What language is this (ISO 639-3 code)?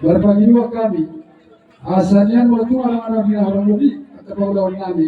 bbc